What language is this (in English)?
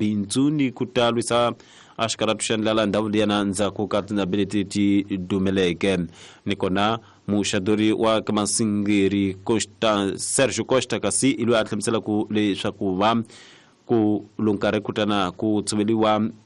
Tsonga